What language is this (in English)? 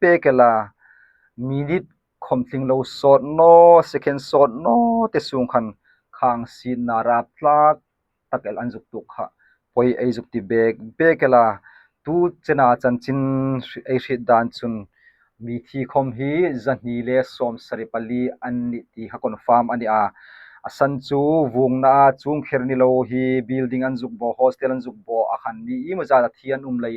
Hmar